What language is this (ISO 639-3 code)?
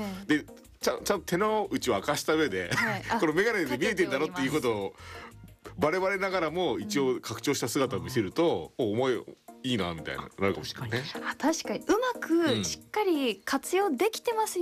jpn